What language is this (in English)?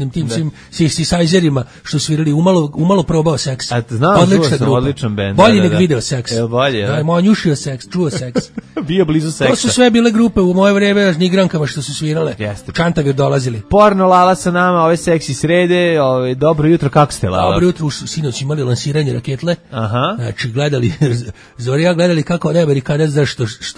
Serbian